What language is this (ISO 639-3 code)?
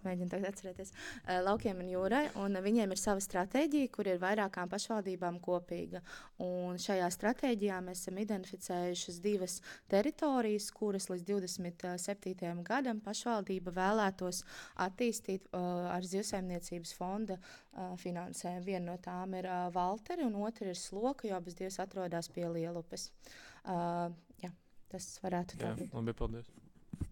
lav